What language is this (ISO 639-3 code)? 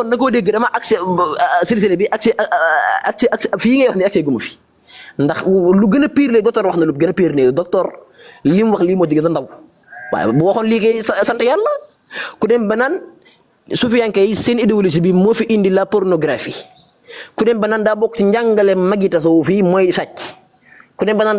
wol